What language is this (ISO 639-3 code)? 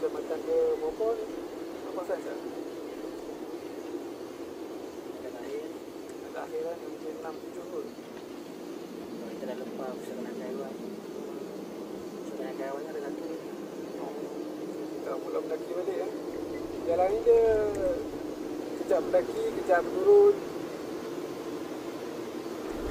msa